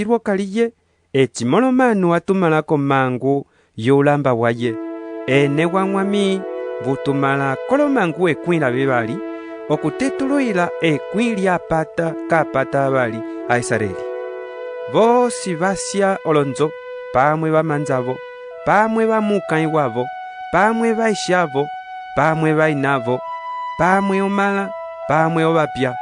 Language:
Umbundu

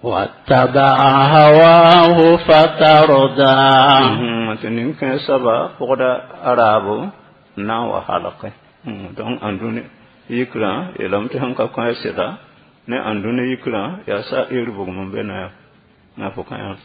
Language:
Mossi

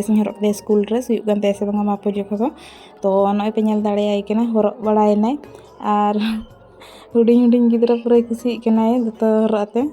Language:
Santali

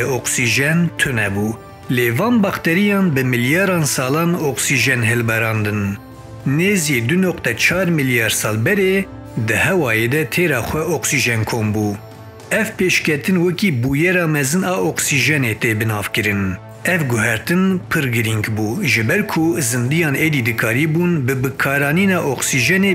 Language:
Kurdish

